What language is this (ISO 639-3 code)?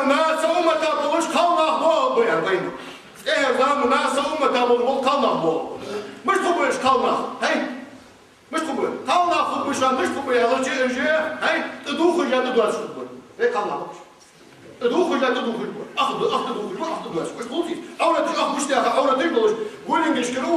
inh